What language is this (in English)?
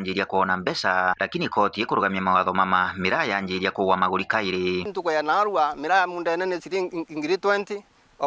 Meru